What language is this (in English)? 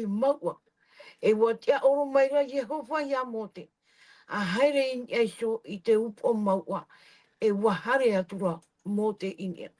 Tahitian